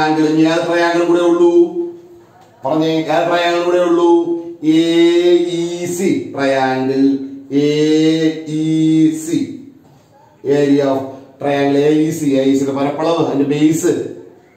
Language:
Malayalam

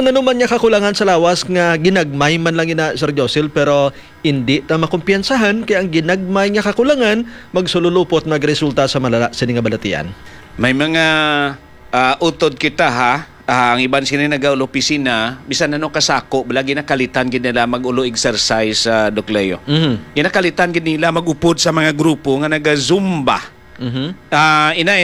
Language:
Hiligaynon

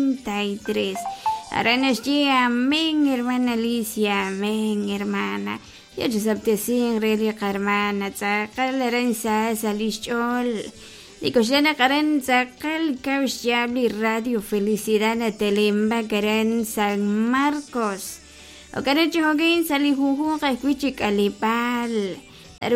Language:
Kekchí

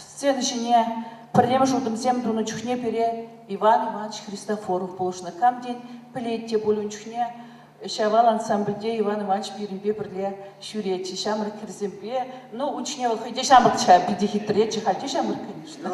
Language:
Chuvash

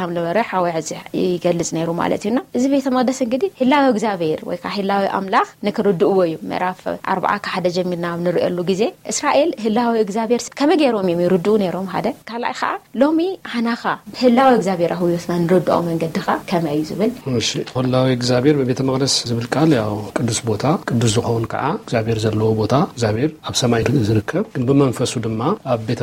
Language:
Tigrinya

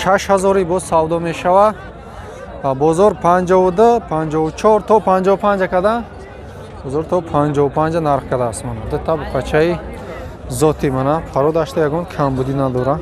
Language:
Tajik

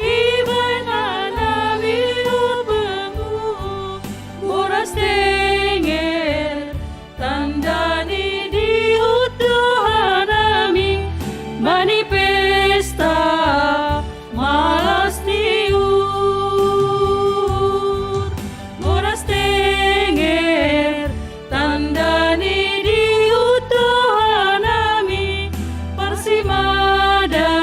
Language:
Batak Simalungun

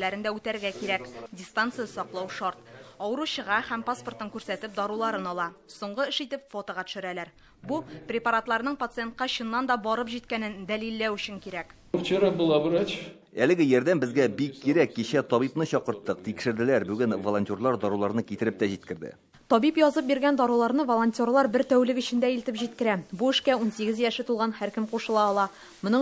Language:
Tatar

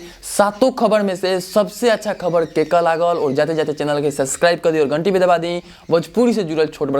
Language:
Bhojpuri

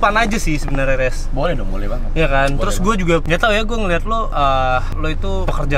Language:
Indonesian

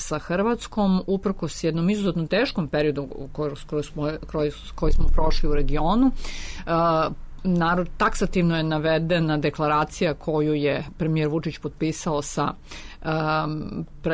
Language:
Serbian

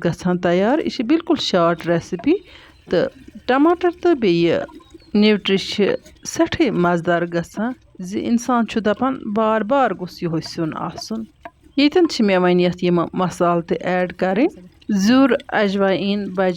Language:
Kashmiri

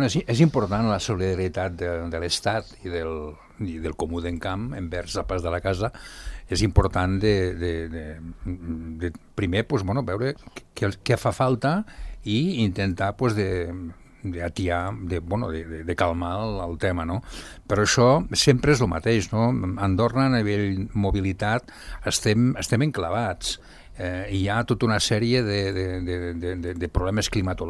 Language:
Catalan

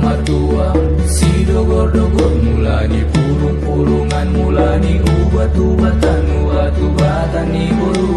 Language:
Batak Toba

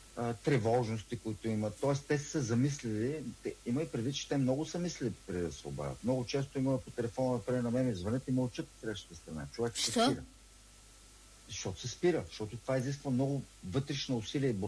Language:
Bulgarian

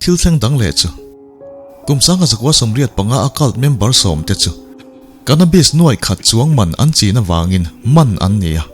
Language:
Mizo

